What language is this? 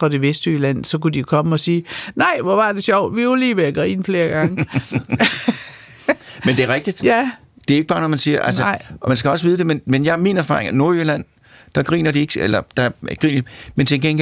Danish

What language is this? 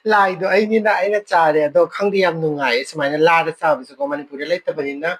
Manipuri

